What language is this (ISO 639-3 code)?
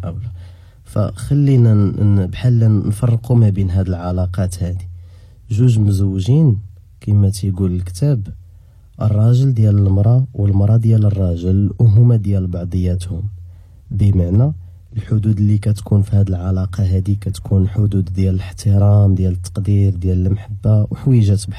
ary